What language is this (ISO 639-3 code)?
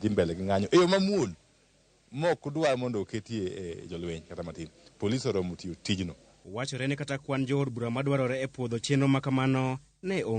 luo